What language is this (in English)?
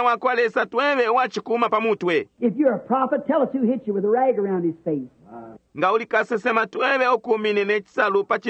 Bemba